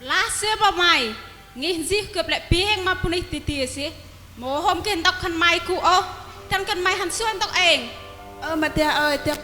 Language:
Central Mnong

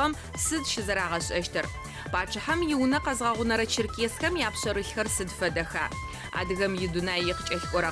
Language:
Adyghe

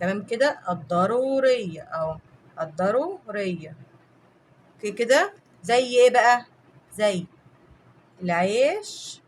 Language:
Egyptian Arabic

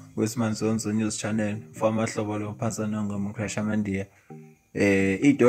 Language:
Zulu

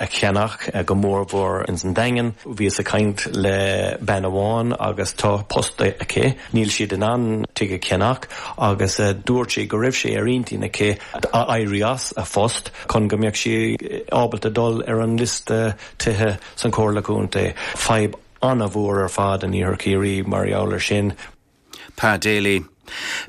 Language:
Irish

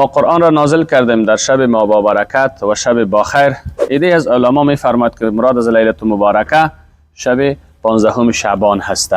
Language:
Persian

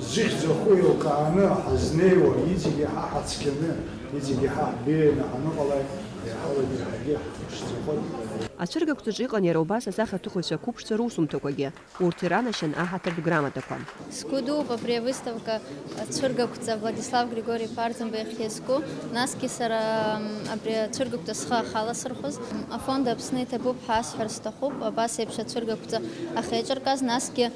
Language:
Abkhazian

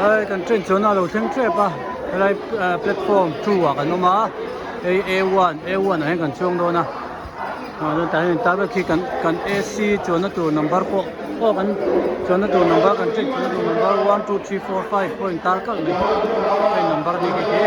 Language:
Hmar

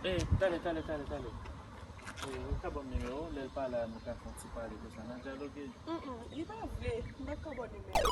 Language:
Haitian Creole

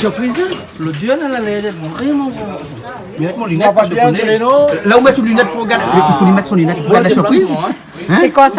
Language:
Réunion Creole French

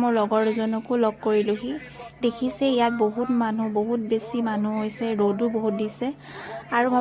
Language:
Assamese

